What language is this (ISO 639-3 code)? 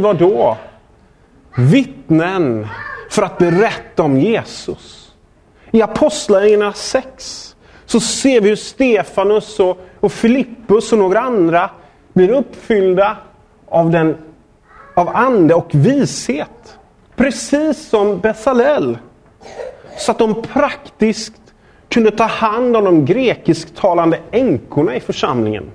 swe